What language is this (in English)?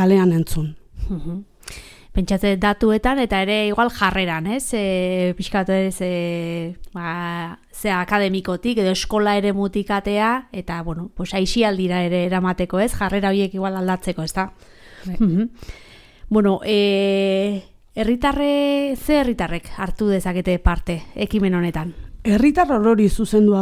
Basque